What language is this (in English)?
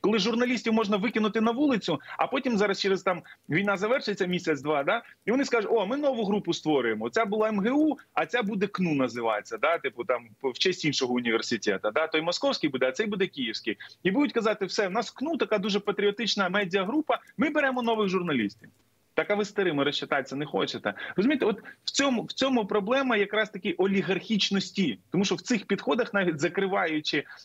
Ukrainian